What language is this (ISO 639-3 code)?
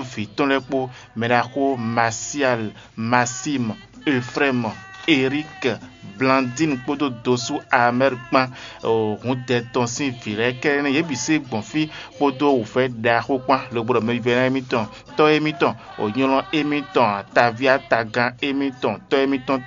fon